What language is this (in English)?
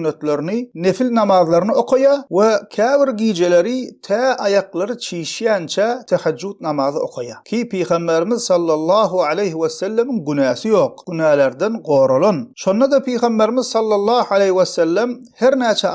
Turkmen